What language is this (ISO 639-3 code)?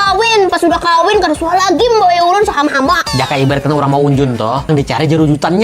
bjn